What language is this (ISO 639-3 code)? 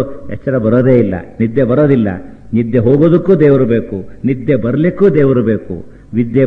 kan